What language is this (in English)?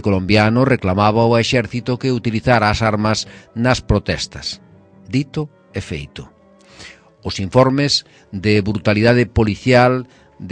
Galician